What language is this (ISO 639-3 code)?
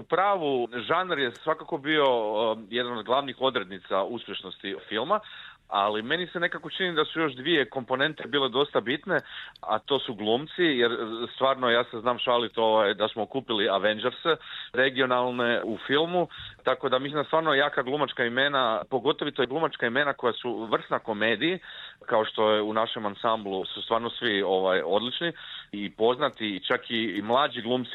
hrv